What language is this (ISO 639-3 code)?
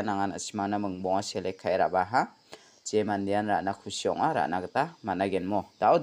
grt